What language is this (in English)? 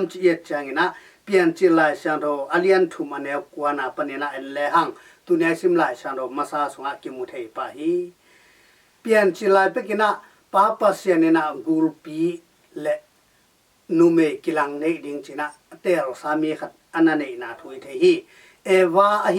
Tedim Chin